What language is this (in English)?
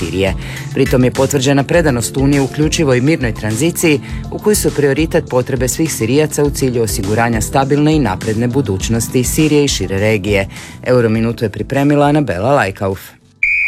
Croatian